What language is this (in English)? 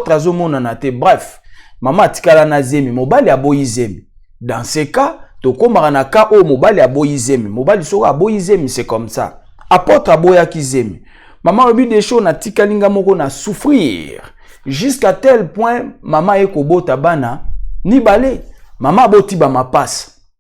Lingala